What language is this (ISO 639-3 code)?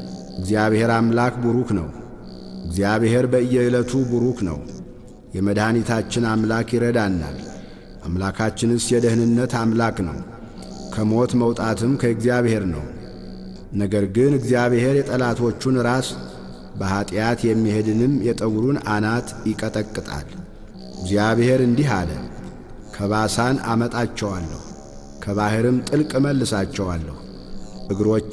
amh